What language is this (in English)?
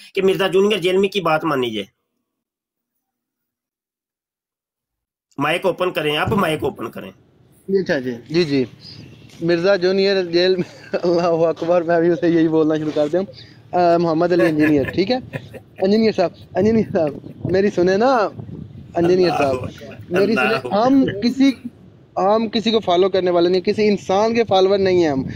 Urdu